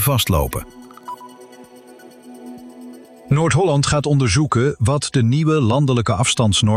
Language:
Dutch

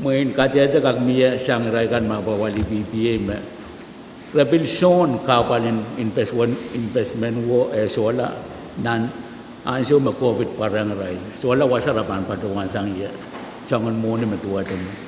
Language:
Pohnpeian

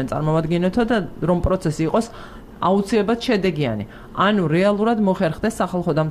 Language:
Georgian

